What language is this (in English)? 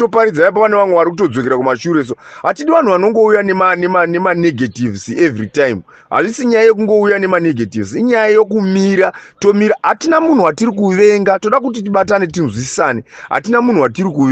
Shona